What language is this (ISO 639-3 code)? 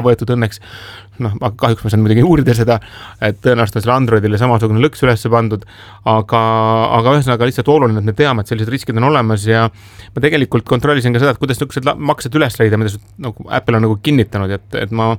est